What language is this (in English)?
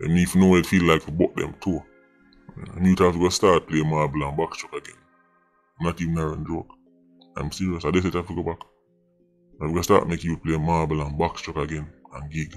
Jamaican Creole English